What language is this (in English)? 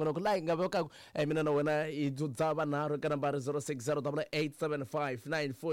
Tsonga